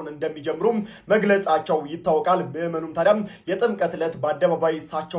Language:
Amharic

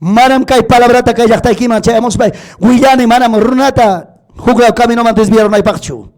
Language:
Ayacucho Quechua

